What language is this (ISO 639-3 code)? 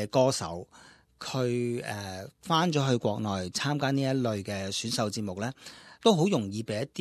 yue